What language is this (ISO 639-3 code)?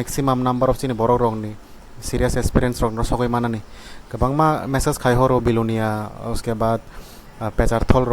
trp